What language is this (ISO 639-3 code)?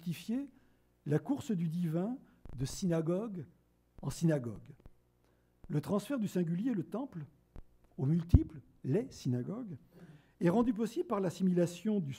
fra